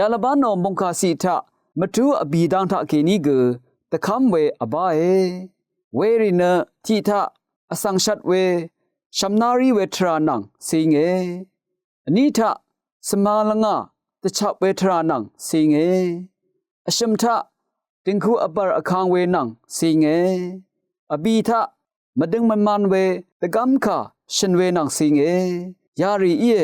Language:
Rawang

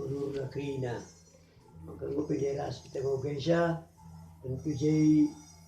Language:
Batak Karo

